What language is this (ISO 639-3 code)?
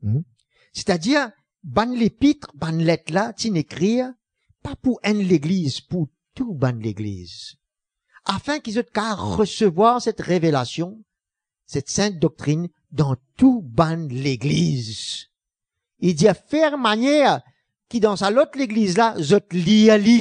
mfe